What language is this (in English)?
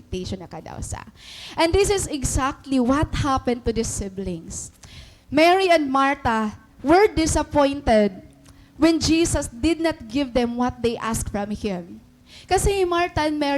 Waray